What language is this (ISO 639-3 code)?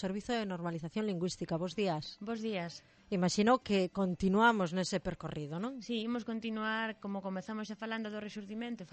glg